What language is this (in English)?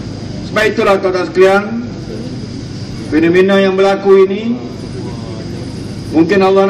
Malay